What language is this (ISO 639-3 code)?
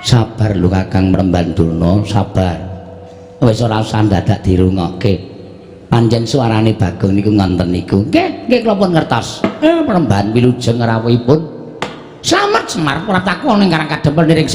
jav